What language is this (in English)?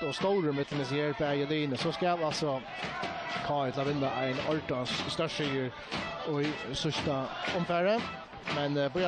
Faroese